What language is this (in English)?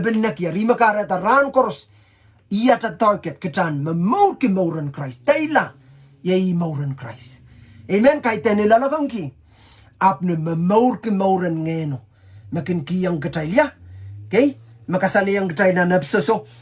Pohnpeian